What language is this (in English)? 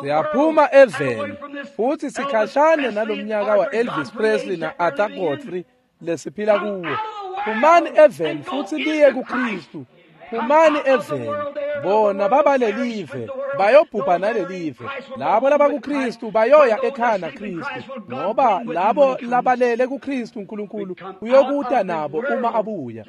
Swati